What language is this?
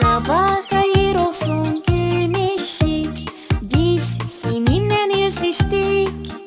Gagauz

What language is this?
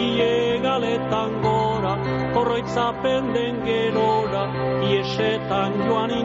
Basque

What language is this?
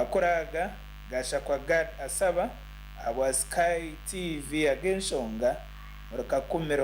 Nyankole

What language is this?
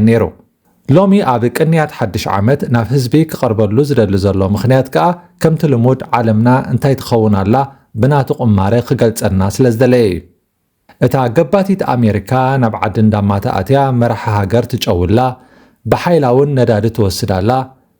Tigrinya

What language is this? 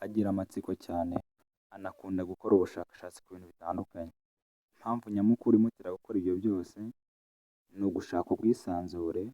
Kinyarwanda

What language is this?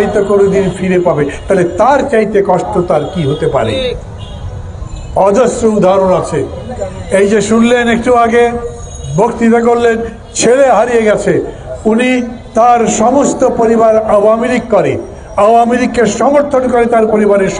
Bangla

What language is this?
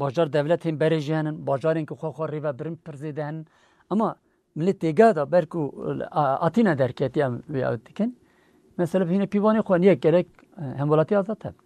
Kurdish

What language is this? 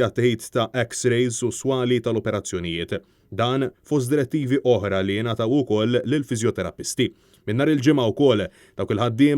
Maltese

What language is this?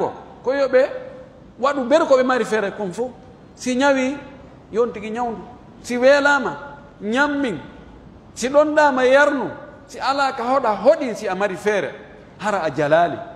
Pular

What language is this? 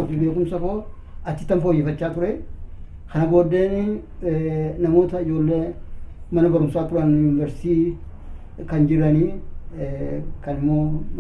Oromo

